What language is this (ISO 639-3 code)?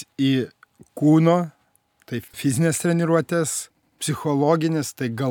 lit